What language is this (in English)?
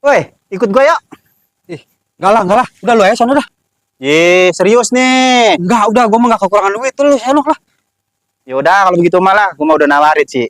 Betawi